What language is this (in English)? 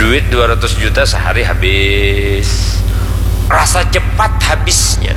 Banjar